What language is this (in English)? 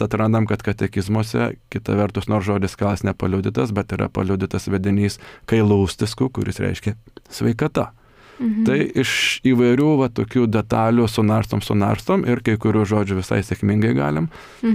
Lithuanian